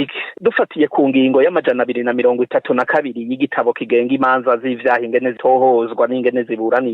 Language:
Rundi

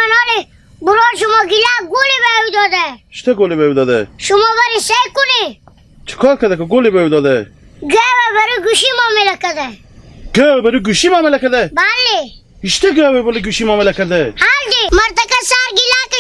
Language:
Hazaragi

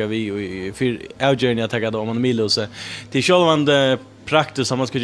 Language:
Faroese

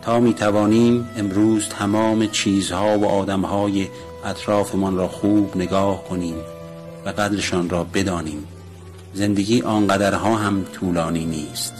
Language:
Tajik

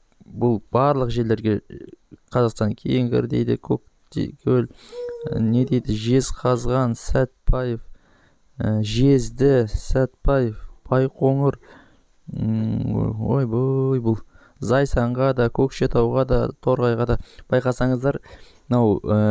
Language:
Kazakh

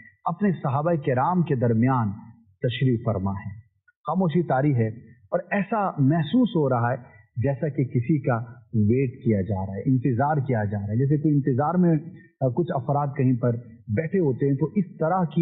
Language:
Urdu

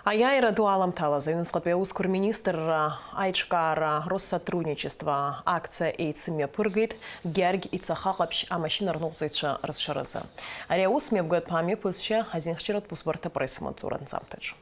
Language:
Abkhazian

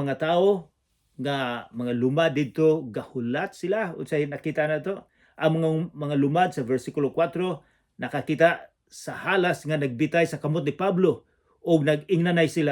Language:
Cebuano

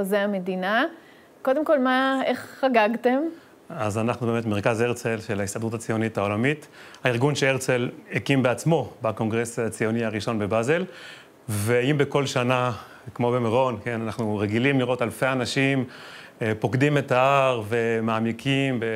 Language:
Hebrew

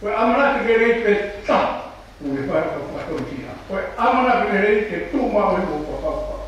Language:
Tongan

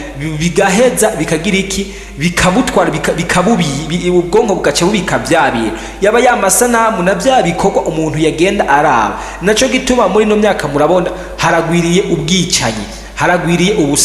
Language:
Rundi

